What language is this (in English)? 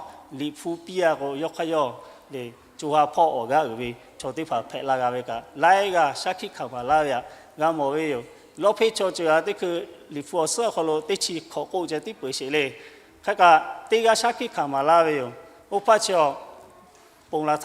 Lahu